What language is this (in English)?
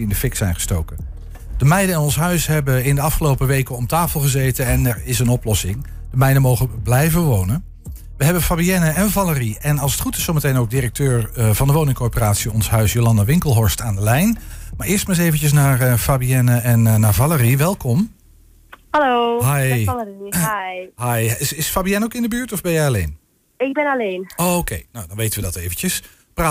Dutch